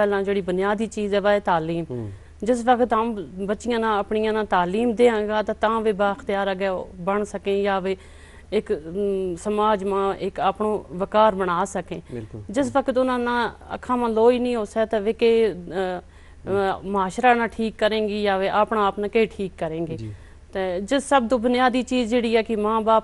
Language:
Gujari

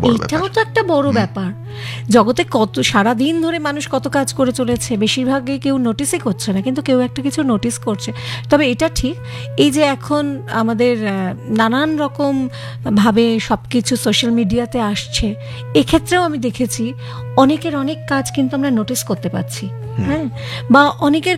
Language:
Bangla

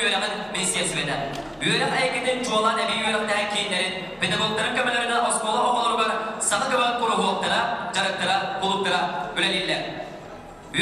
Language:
Yakut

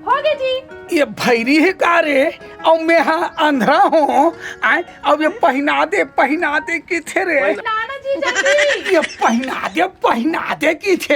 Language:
Chhattisgarhi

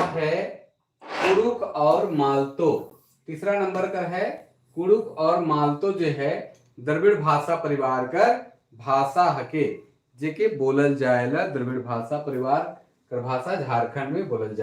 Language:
Sadri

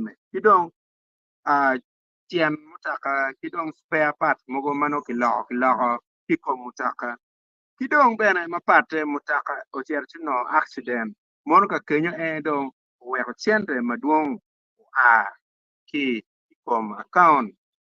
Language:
Acoli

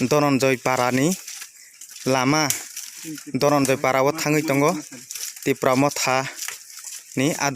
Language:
Kok Borok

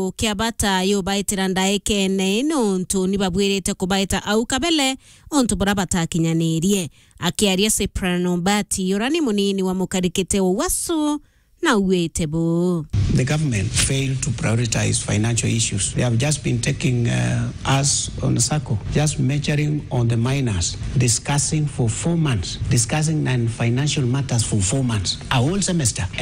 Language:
Meru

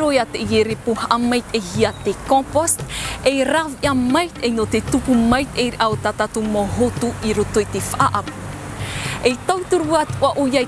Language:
Tahitian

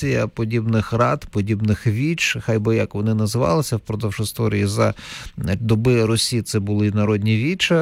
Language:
Ukrainian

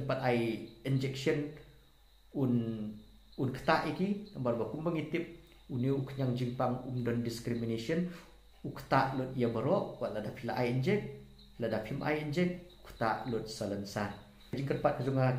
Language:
Khasi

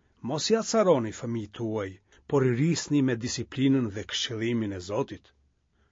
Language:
Albanian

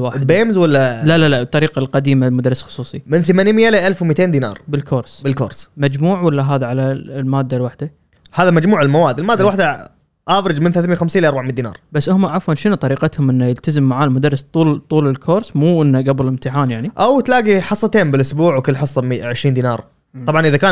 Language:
Gulf Arabic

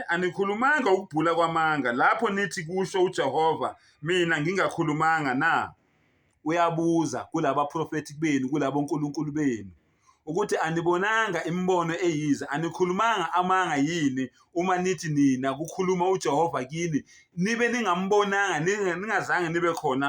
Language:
Zulu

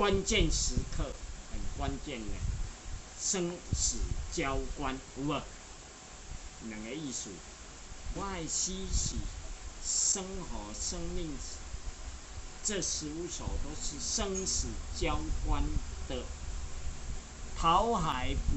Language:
Min Nan Chinese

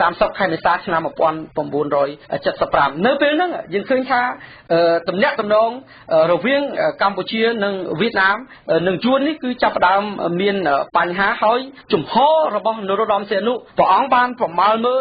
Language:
Khmer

